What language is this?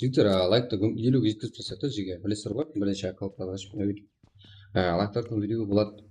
Kara-Kalpak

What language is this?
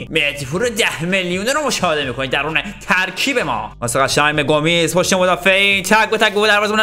Persian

